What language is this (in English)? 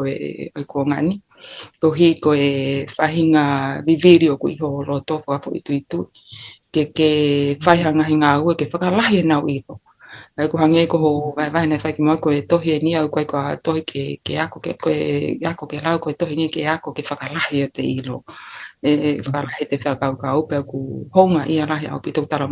Tongan